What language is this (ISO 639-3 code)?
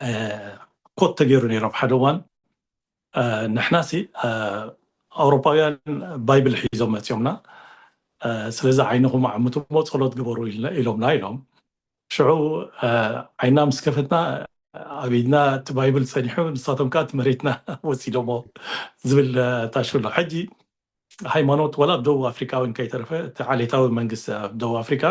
tir